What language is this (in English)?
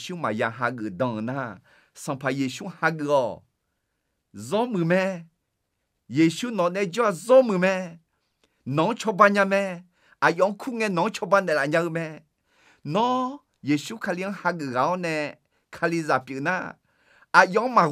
Akha